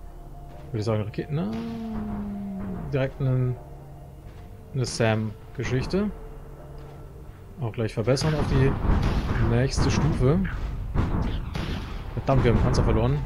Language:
German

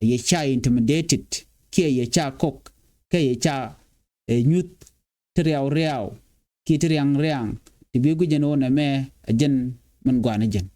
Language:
Nuer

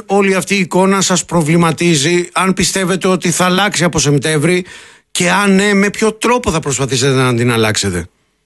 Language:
Greek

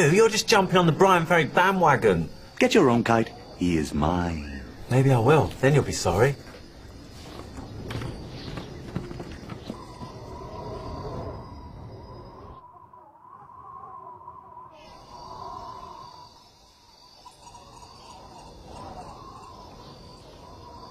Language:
English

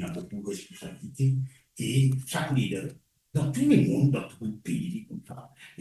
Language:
Morisyen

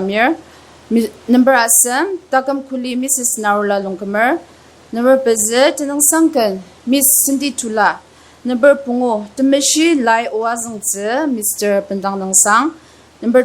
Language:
Ao Naga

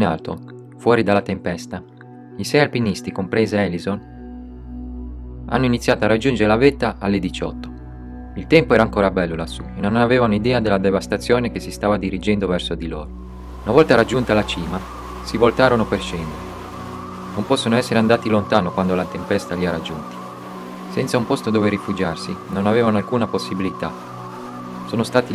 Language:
Italian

